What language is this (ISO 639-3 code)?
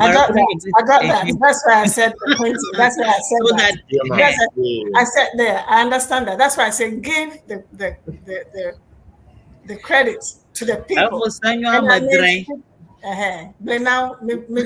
ewe